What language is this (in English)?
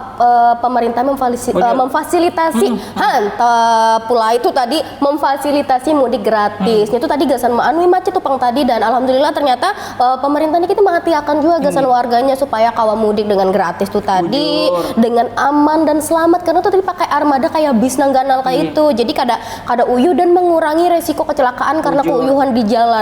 Banjar